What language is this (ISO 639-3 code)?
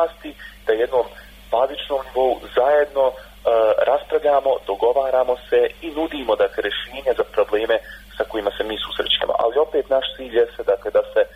bos